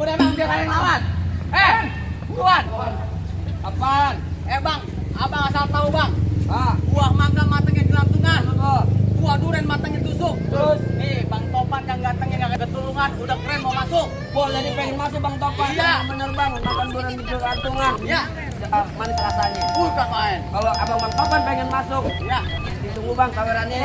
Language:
Betawi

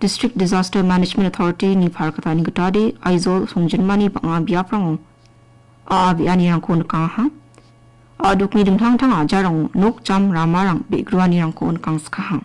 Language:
Garo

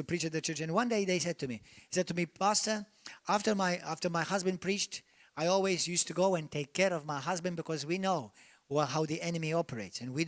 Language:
English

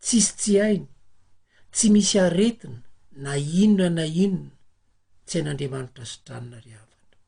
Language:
Malagasy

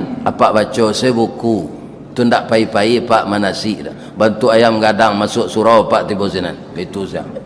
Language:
Minangkabau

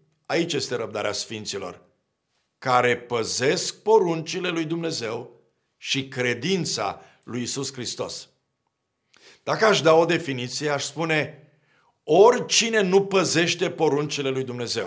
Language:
Romanian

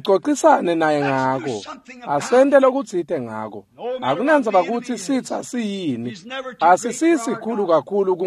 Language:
Swati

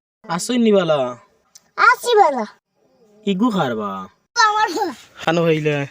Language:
Sylheti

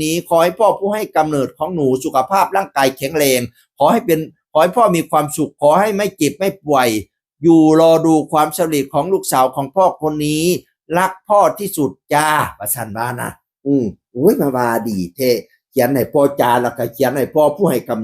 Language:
Northeastern Thai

